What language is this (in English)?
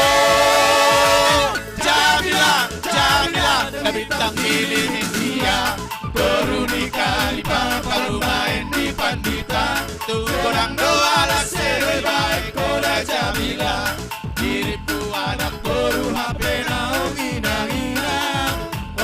Batak Simalungun